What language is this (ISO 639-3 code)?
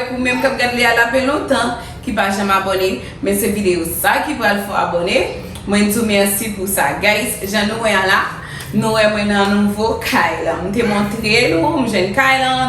hat